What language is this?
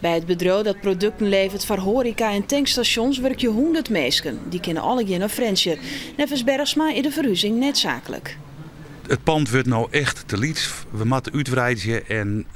Western Frisian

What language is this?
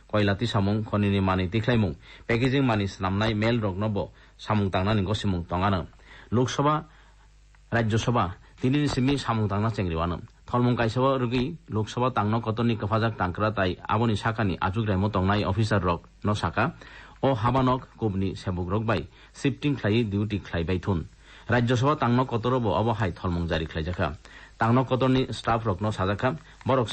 Kok Borok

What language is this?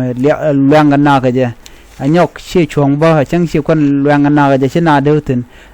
Nuer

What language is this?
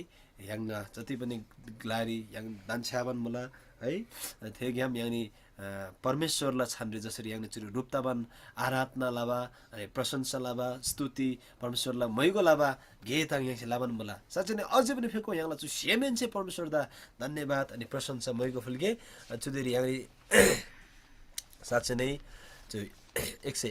Eastern Tamang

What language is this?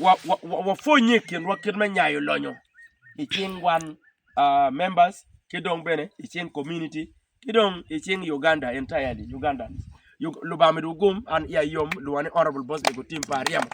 Acoli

